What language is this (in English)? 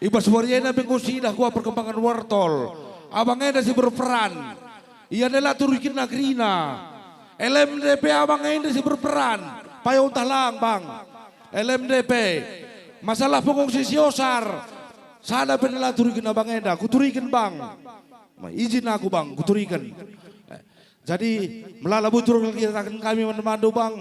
Batak Karo